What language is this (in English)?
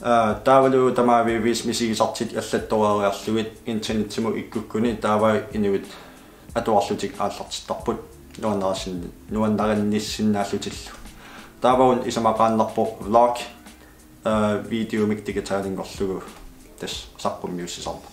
Kalaallisut